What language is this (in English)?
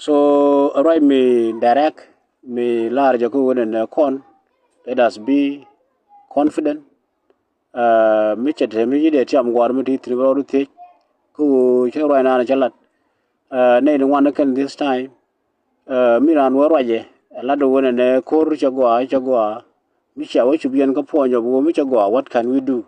Nuer